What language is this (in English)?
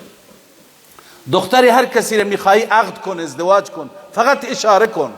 Persian